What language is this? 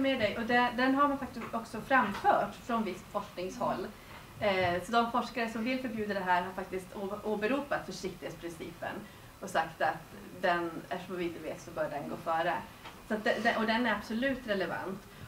Swedish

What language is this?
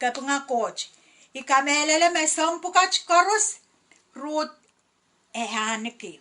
Pohnpeian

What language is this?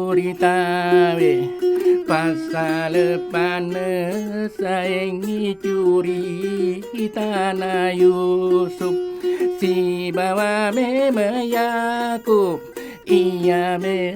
Buginese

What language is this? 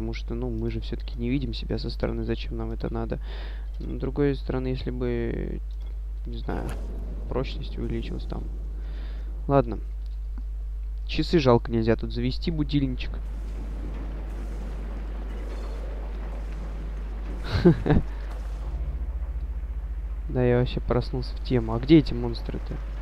Russian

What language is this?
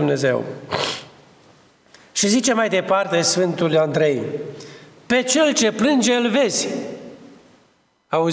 Romanian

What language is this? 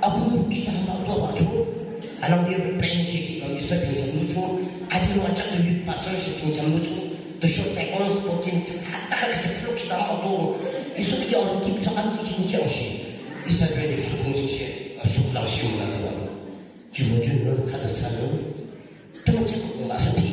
Yimchungru Naga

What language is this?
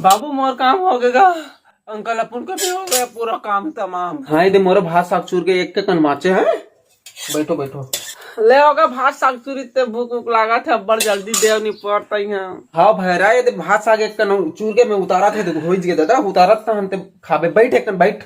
Chhattisgarhi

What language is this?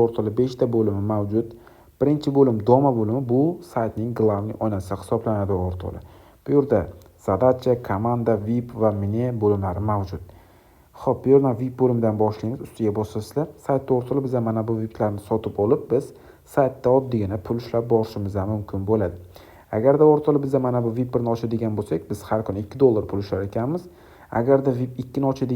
Uzbek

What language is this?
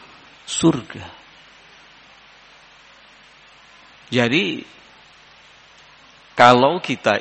Indonesian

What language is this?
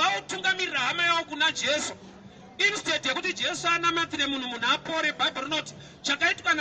Shona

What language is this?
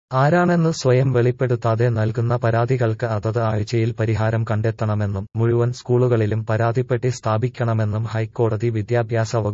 Malayalam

